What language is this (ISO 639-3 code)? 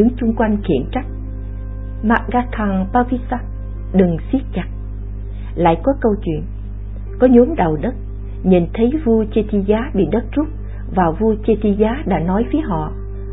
vie